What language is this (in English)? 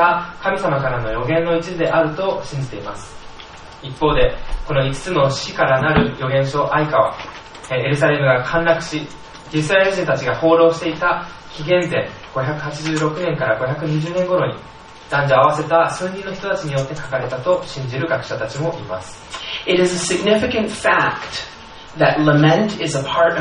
Japanese